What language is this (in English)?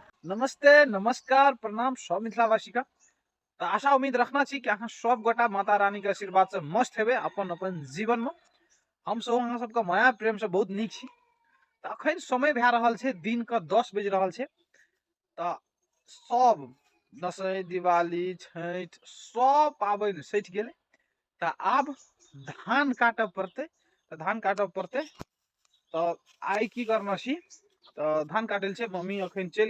Maithili